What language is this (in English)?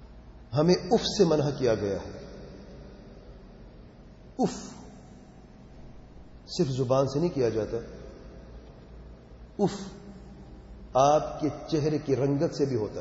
Urdu